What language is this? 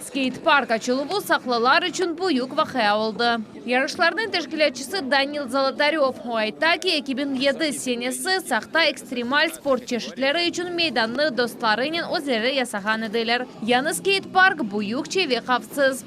Crimean Tatar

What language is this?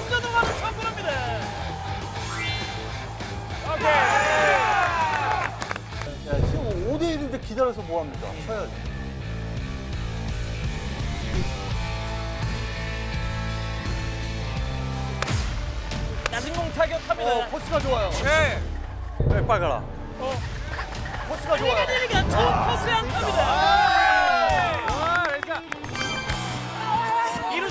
Korean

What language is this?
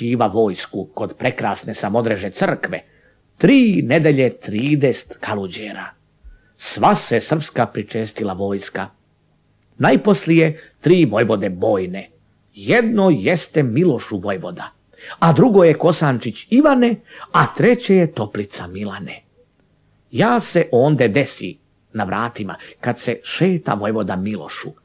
Serbian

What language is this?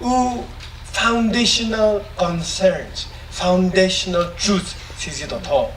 Chokri Naga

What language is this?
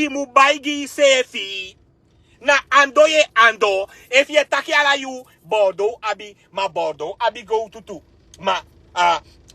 Sranan Tongo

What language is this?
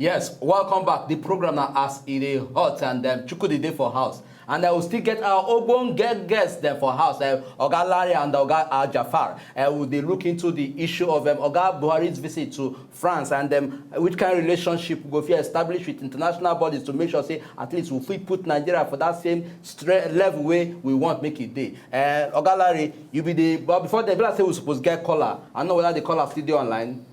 Nigerian Pidgin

